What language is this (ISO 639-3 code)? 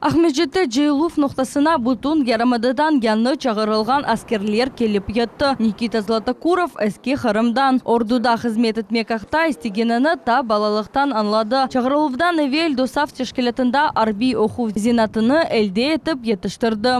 crh